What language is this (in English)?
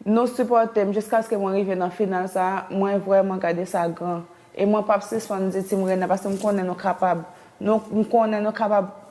Haitian Creole